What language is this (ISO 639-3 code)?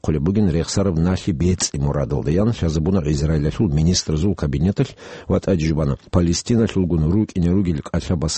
ava